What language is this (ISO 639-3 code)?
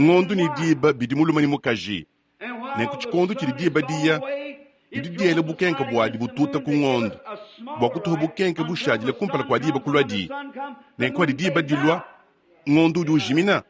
lua